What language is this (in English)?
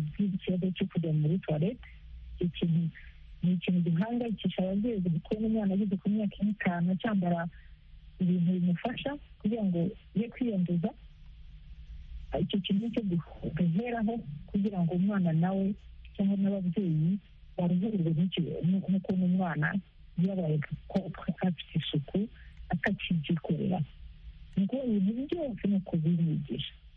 Kinyarwanda